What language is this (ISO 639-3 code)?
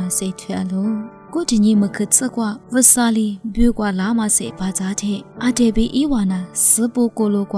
lis